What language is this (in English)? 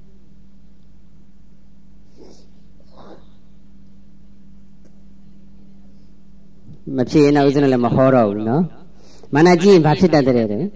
Burmese